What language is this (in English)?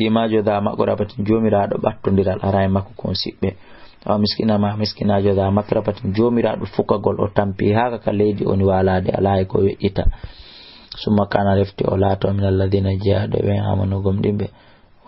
Fula